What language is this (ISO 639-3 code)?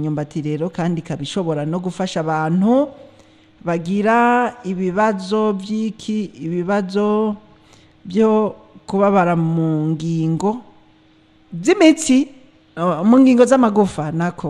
run